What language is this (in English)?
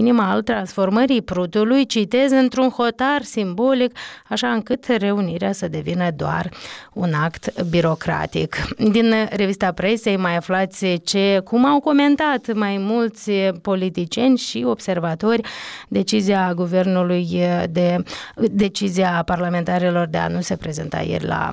Romanian